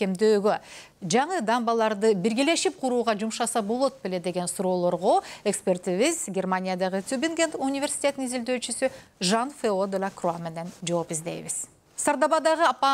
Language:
Kyrgyz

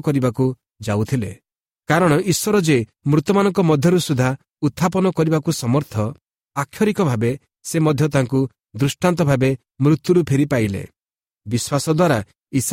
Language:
Odia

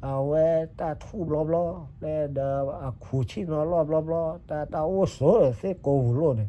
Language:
S'gaw Karen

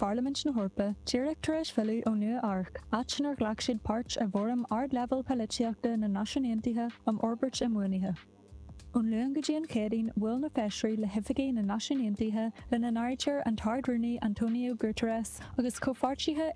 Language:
Irish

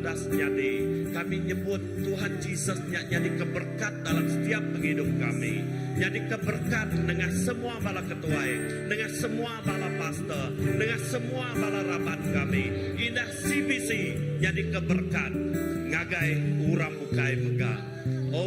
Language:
Iban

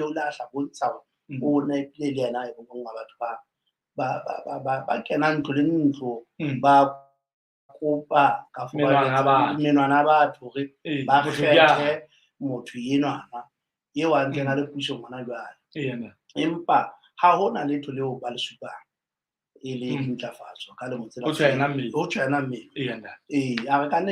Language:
Southern Sotho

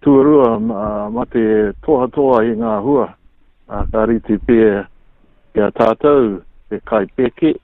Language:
Māori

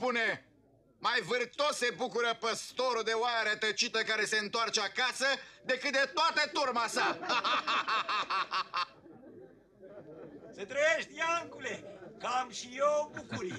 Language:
Romanian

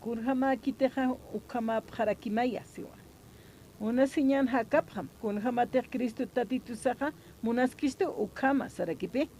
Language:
Aymara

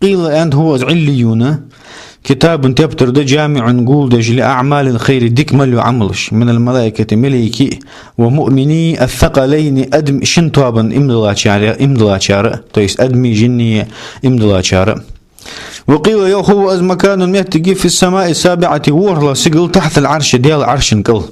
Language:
Ingush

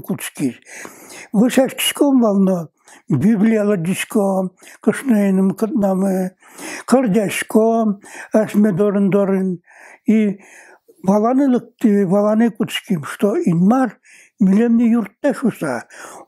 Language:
Udmurt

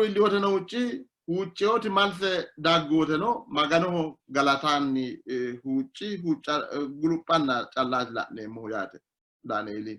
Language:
Sidamo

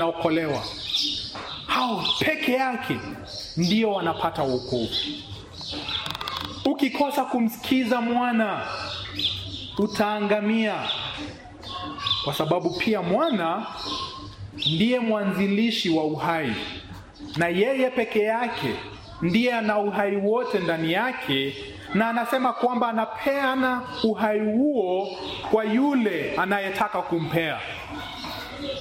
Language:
Swahili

